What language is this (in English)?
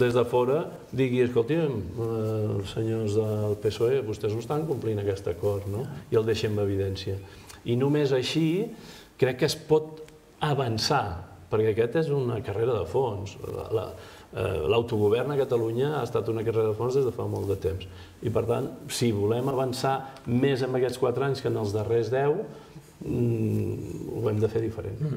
Catalan